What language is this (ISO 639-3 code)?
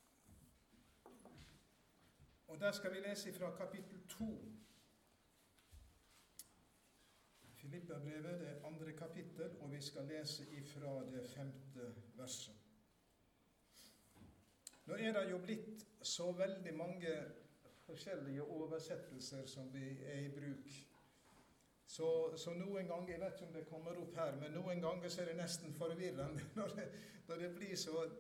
nor